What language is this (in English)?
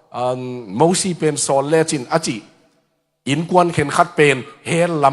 Tedim Chin